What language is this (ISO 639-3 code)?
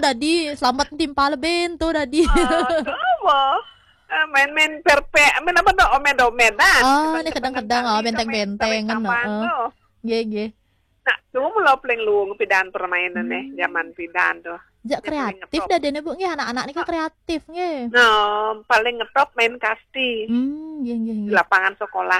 ban